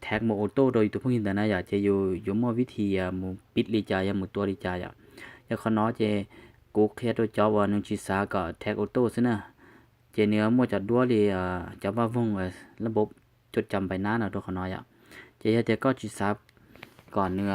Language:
Hmong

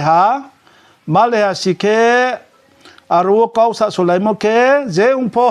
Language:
Riang (India)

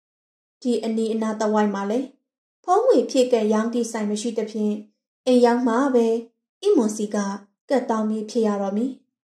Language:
Burmese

